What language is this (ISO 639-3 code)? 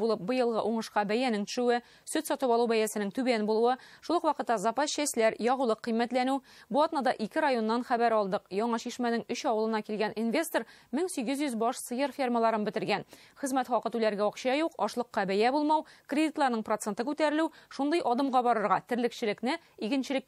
tat